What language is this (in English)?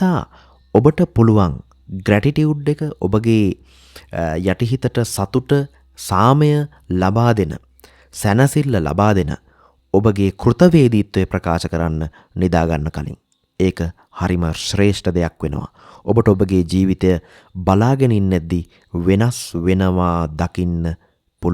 Sinhala